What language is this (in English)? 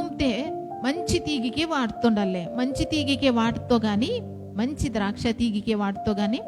Koya